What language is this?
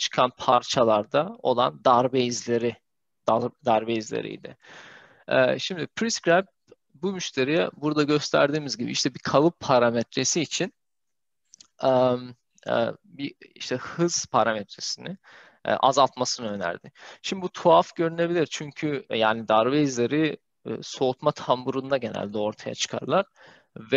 Turkish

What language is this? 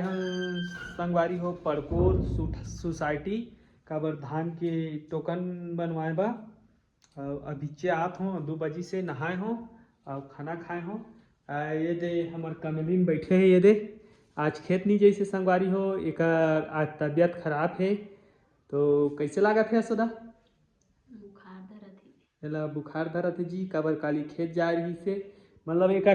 Chhattisgarhi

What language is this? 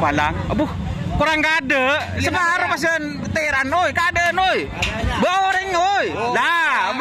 Madurese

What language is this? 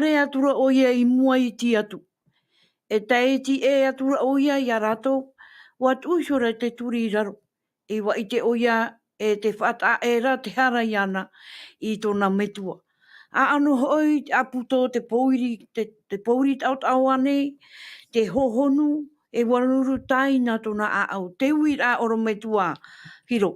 Tahitian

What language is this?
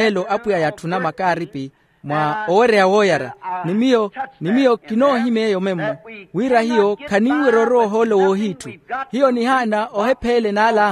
Makhuwa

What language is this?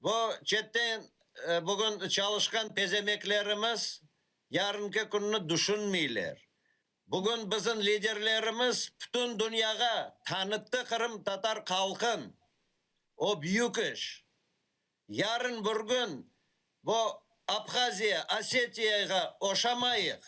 Crimean Tatar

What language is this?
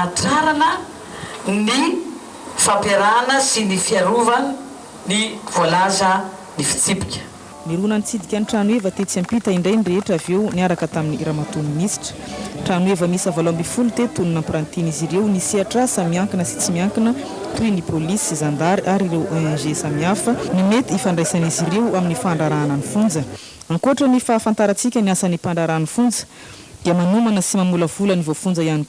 Malagasy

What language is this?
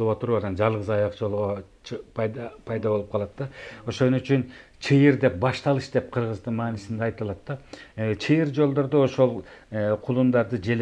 Kyrgyz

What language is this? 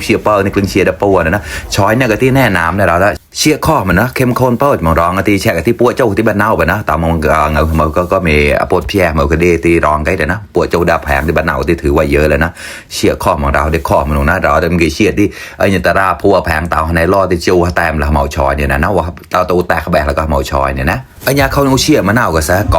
Mon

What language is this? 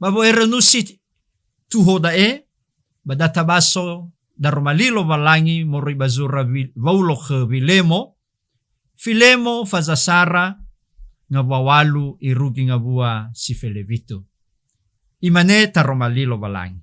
Nias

